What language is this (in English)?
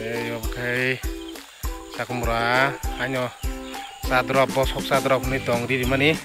Kok Borok